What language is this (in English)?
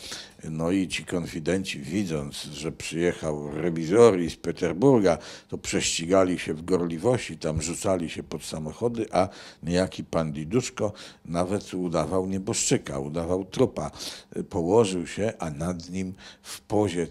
Polish